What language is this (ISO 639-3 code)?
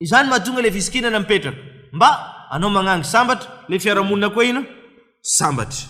mlg